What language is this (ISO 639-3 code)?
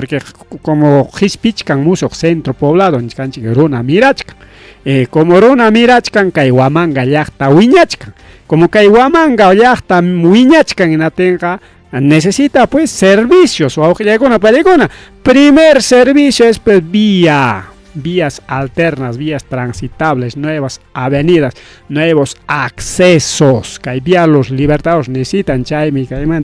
quy